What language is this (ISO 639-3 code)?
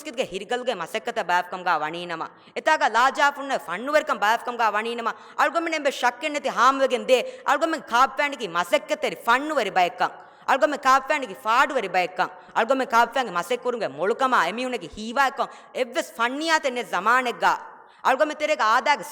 div